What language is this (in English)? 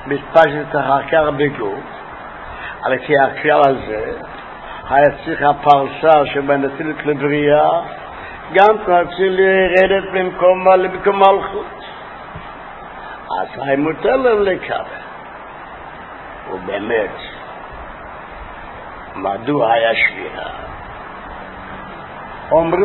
Hebrew